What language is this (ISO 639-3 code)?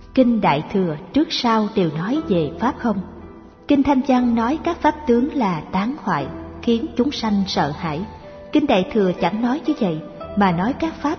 vie